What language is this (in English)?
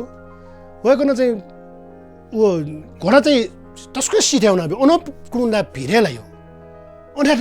Newari